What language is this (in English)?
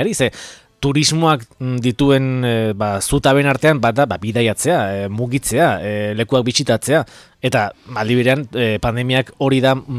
Basque